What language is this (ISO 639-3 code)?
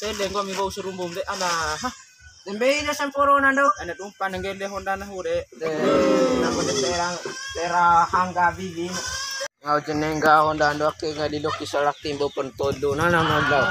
bhp